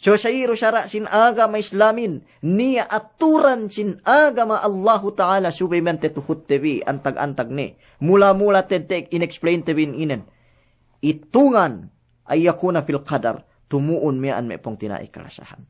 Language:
Yakan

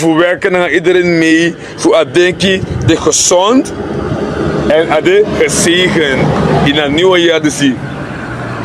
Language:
Sranan Tongo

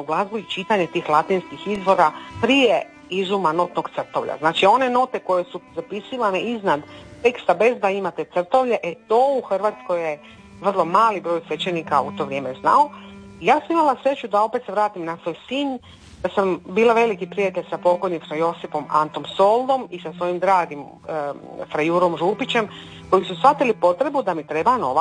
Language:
Croatian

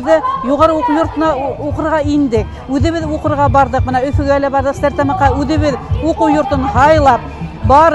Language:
Bashkir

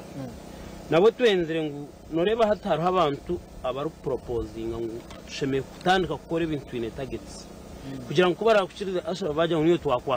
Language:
Nyankole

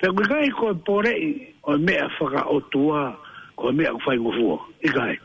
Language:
Tongan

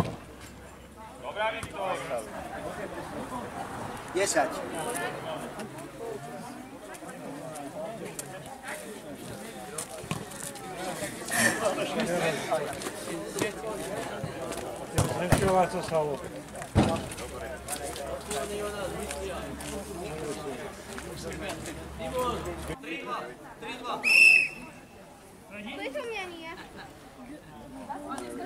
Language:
Slovak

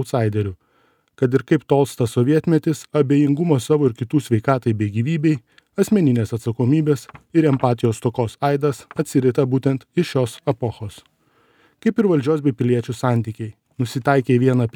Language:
Lithuanian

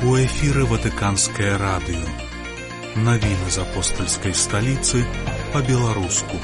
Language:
Belarusian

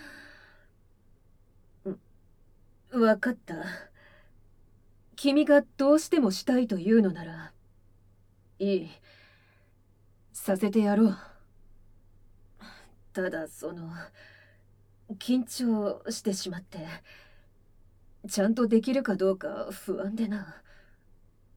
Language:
Japanese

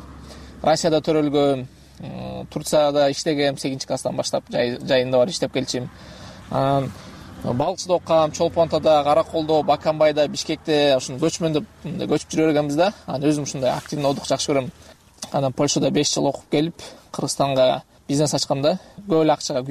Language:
Kyrgyz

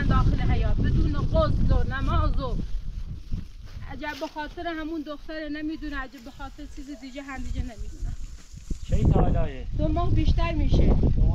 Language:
Persian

